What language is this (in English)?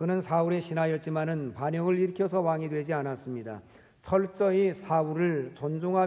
Korean